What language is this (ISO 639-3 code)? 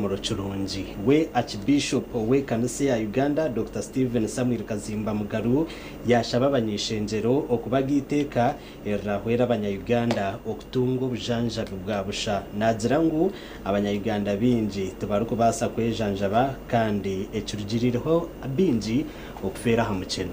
nyn